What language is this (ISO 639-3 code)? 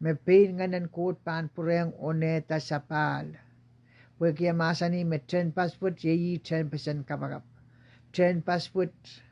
pon